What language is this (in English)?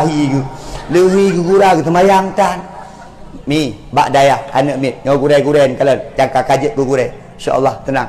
Achinese